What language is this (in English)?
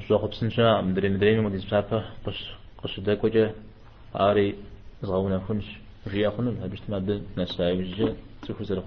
Kabardian